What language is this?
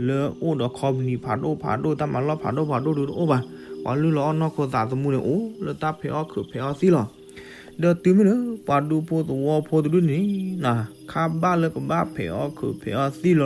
S'gaw Karen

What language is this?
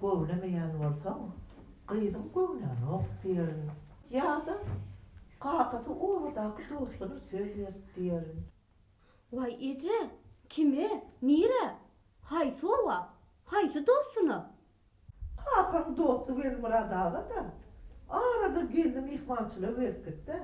Turkmen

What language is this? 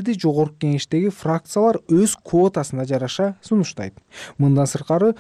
Kyrgyz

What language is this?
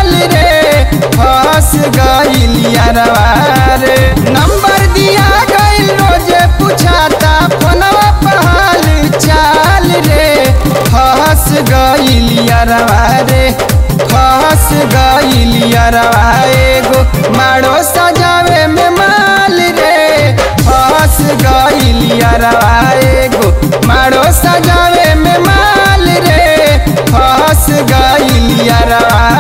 Bhojpuri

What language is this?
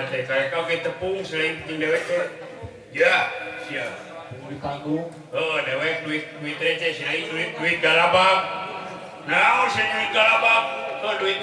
Sundanese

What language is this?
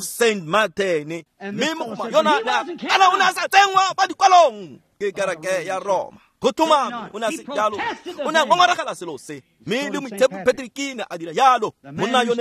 Tswana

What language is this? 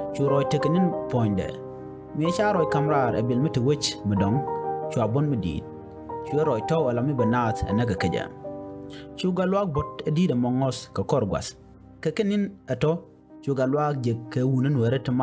Nuer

